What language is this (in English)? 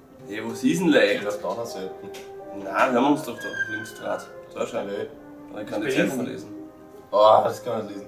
Bavarian